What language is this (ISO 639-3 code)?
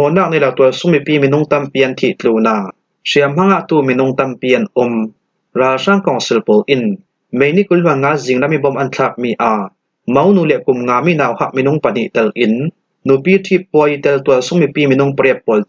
cfm